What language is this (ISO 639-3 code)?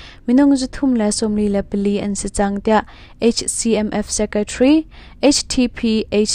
cnh